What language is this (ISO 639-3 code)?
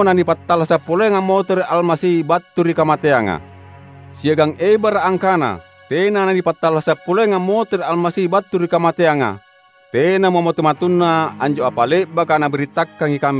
mak